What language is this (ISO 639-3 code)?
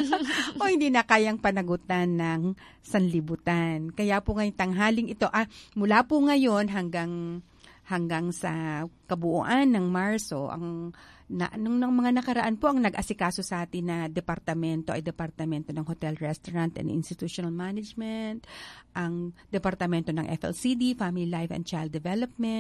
fil